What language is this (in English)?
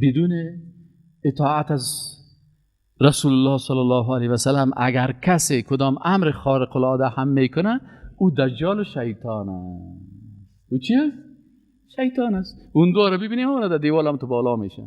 Persian